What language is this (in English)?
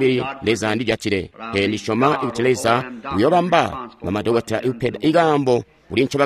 Tonga (Zambia)